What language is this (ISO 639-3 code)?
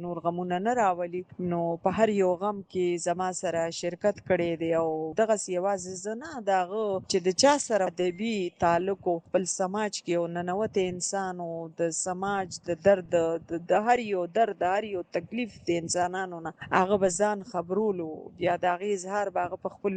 pus